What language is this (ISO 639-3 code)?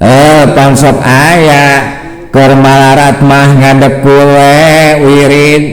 sun